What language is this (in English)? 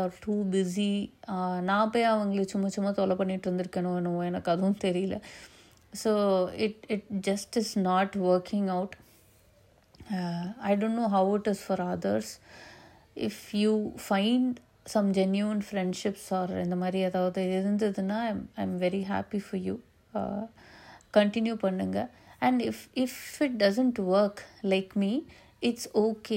Tamil